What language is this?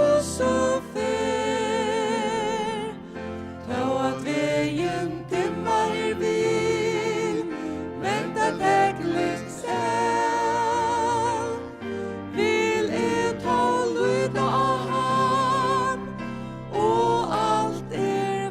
Faroese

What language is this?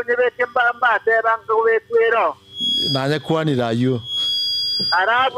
Gusii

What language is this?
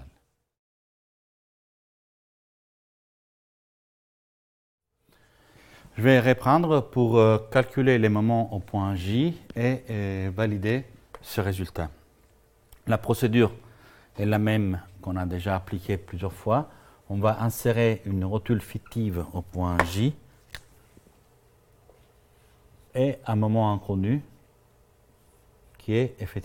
French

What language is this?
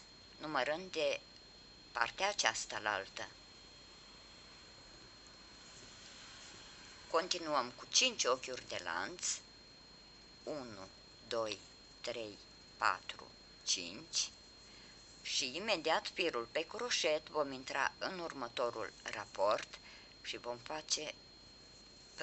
Romanian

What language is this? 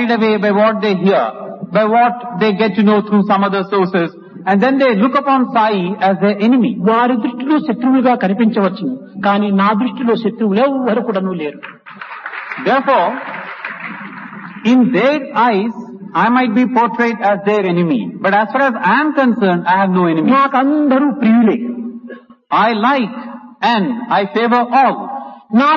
Telugu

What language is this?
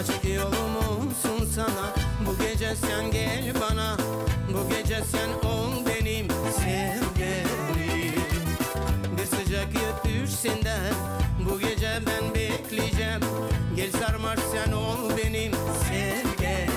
Gagauz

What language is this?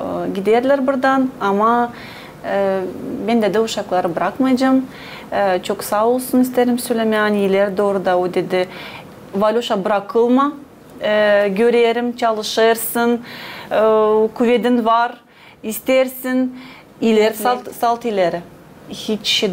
Gagauz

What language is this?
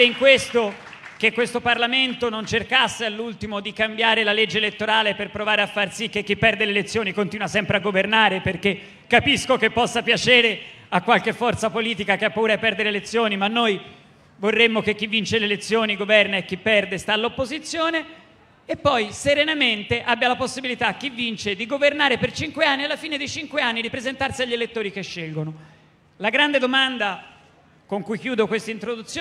Italian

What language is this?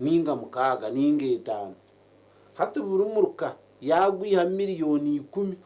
Nyankole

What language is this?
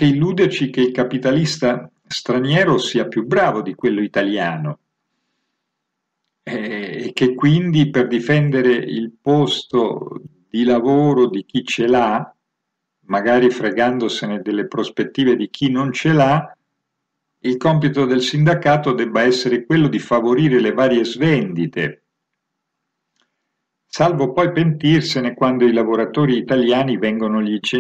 Italian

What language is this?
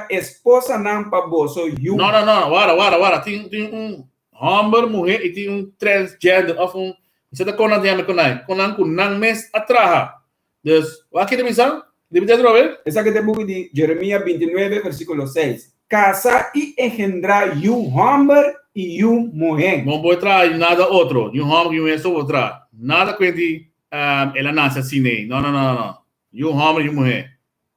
Papiamento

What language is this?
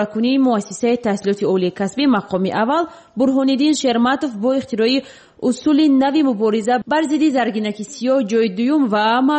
Persian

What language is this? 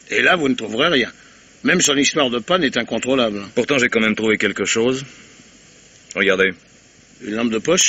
French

